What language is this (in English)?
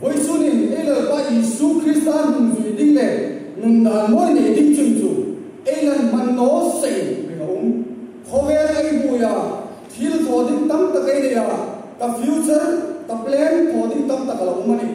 Hmar